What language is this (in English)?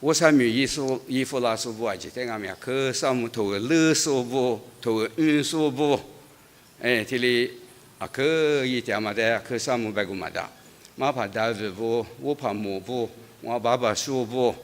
Lisu